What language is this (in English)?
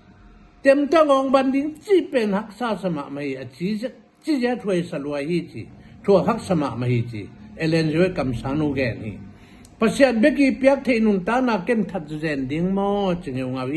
Tedim Chin